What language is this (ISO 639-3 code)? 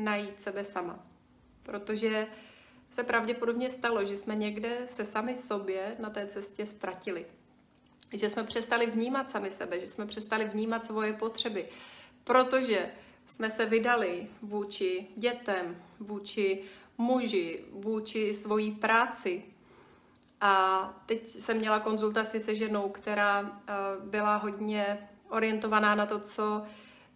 ces